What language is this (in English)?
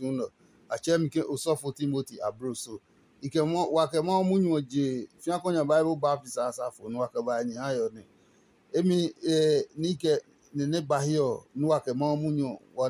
Adangme